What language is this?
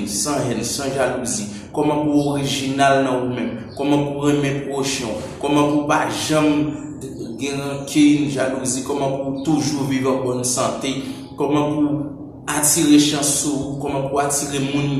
Haitian Creole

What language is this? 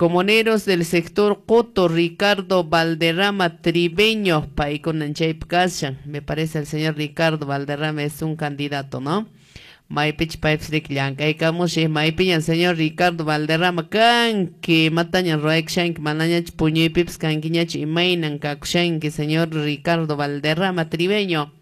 Quechua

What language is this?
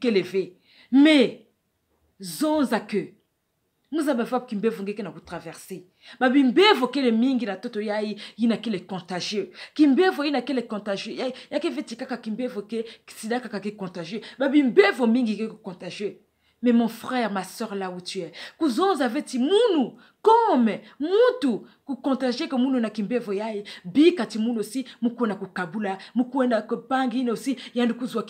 Kituba (Democratic Republic of Congo)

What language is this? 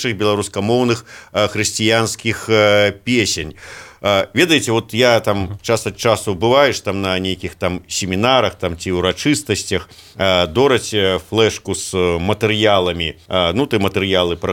Belarusian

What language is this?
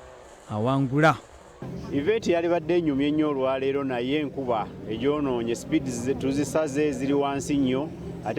Ganda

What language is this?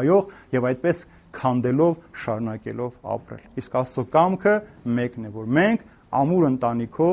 Armenian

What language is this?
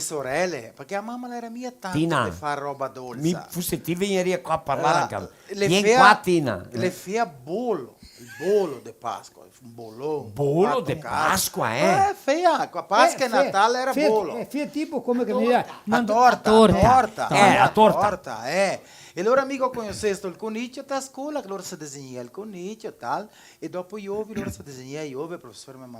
Venetian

